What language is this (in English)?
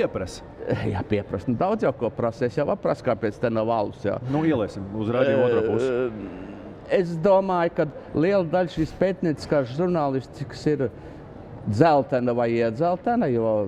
Latvian